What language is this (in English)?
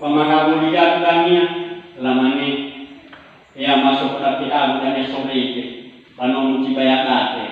Nias